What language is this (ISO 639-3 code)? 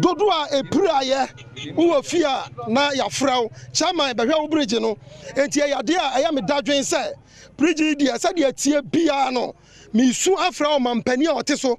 aka